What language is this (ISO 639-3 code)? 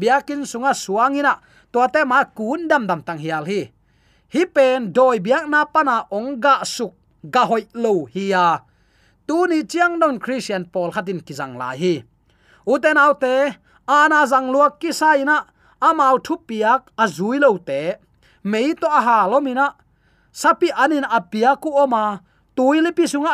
ctd